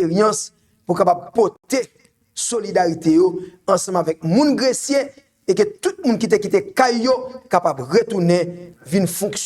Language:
Haitian Creole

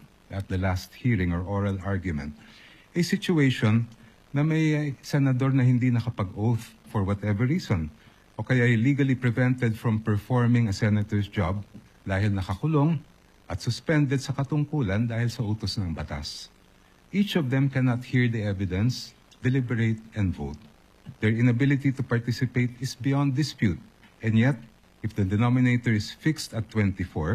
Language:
Filipino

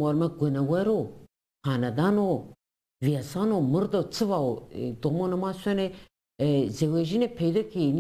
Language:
Zaza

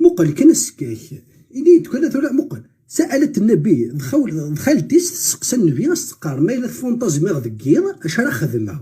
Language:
Kabyle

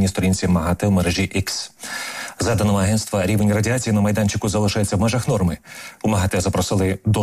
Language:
Ukrainian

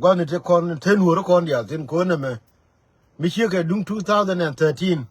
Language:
Nuer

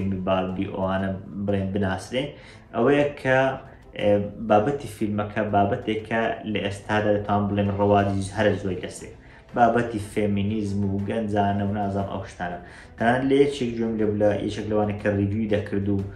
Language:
Central Kurdish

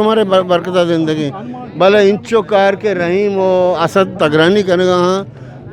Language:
Eastern Balochi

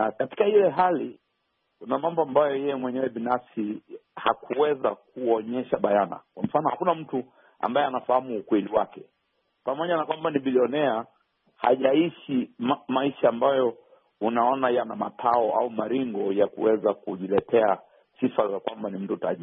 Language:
Swahili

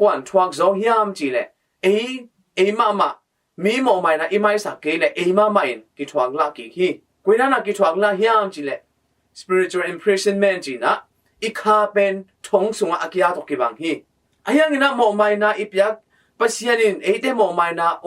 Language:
Tedim Chin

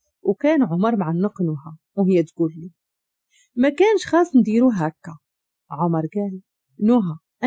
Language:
Moroccan Arabic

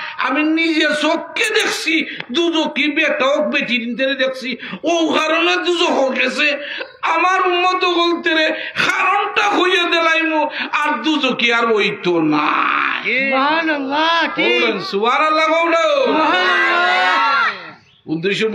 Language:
Sylheti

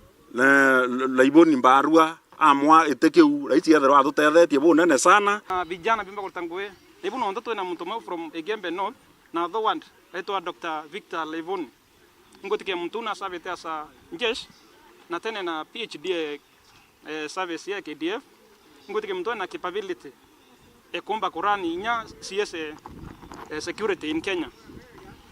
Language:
Meru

